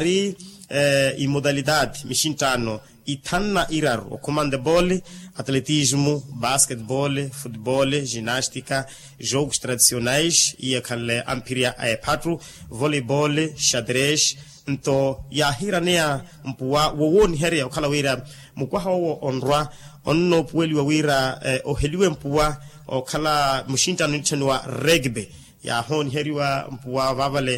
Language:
Makhuwa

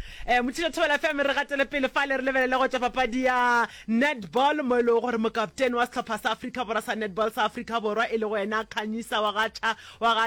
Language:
Northern Sotho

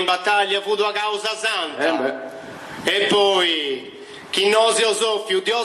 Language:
Sardinian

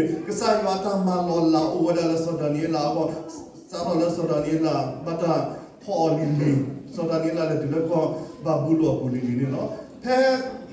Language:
S'gaw Karen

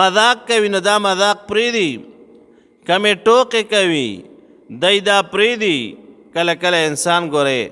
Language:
Pashto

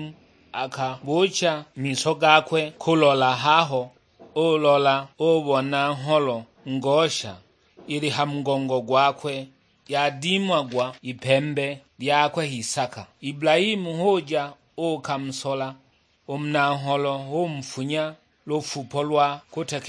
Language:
Sukuma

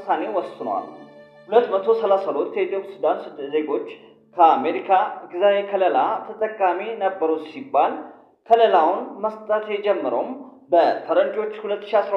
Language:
Amharic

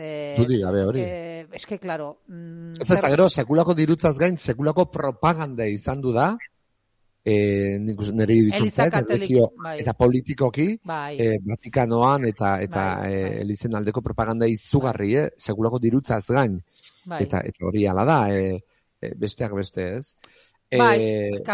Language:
Basque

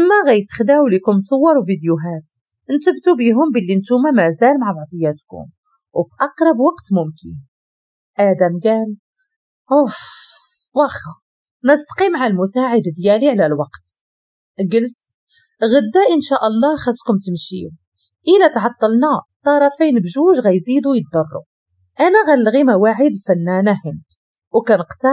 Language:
Moroccan Arabic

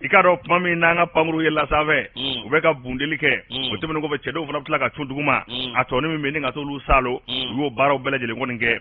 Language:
Bambara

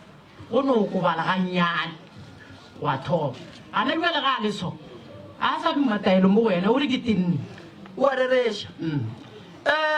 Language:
Northern Sotho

